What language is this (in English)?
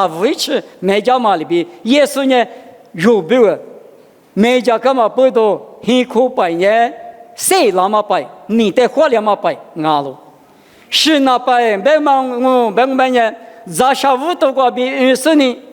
Lisu